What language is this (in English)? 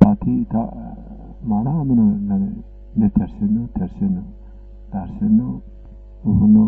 Zaza